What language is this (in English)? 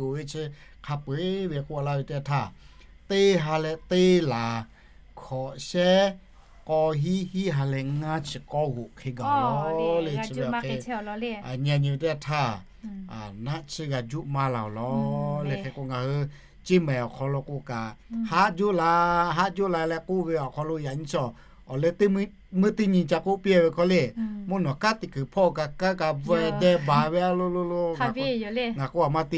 Lahu